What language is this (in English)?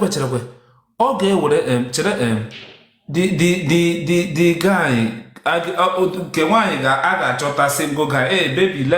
Igbo